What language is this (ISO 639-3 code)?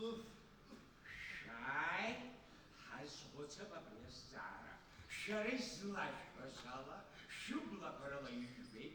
abk